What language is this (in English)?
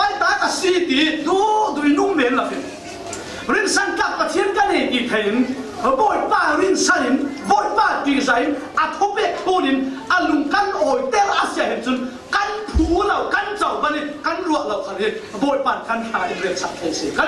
Falam Chin